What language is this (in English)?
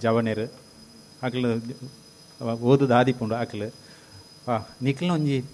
Tulu